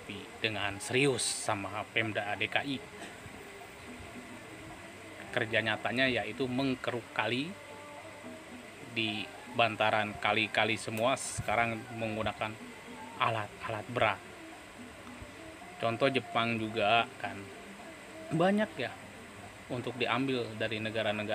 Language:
Indonesian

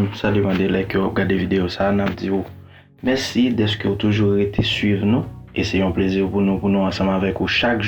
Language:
Haitian Creole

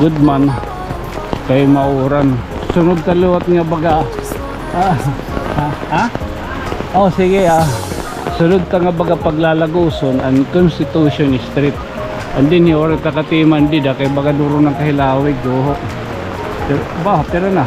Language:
Waray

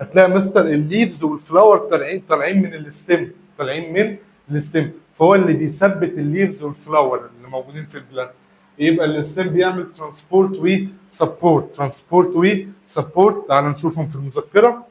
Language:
Egyptian Arabic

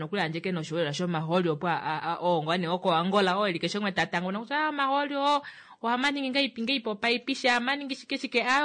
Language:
Kuanyama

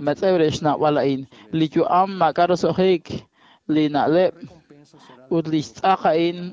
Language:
Kekchí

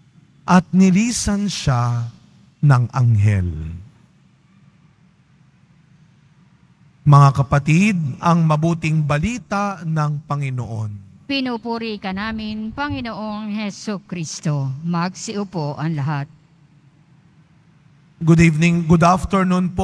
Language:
Filipino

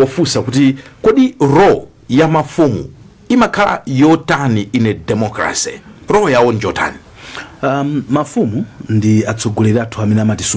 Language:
Nyanja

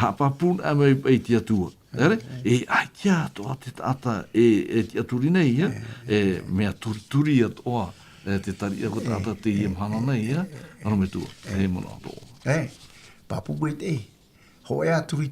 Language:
Tahitian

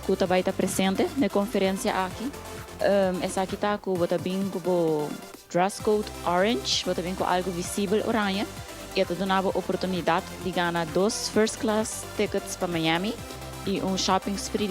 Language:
Papiamento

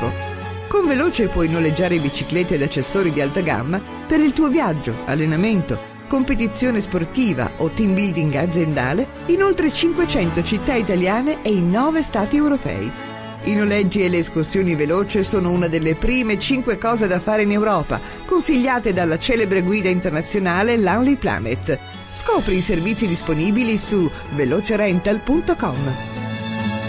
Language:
Italian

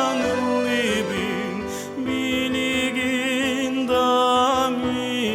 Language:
Yakut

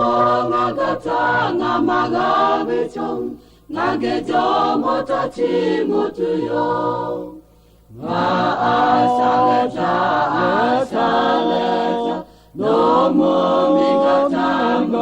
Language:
Lahu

